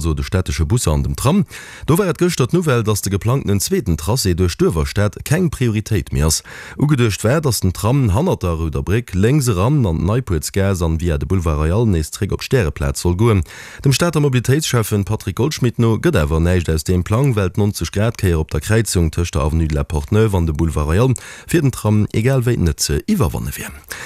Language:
Luxembourgish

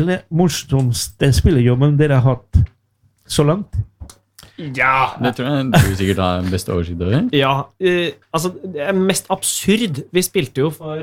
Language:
Norwegian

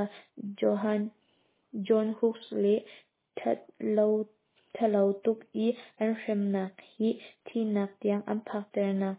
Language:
Hakha Chin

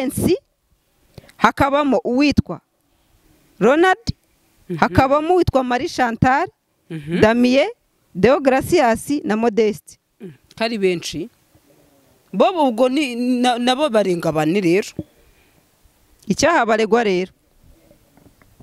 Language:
Kinyarwanda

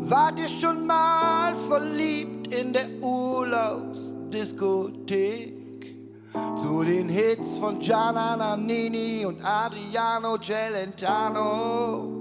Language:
Swiss German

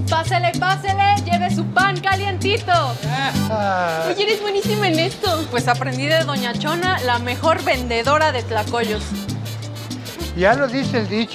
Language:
Spanish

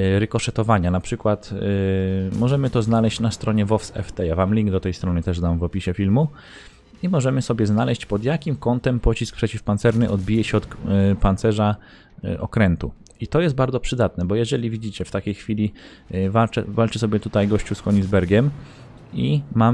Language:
Polish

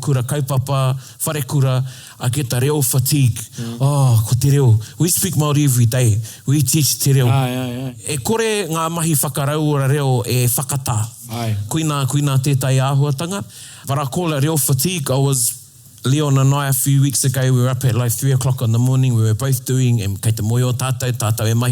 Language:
Māori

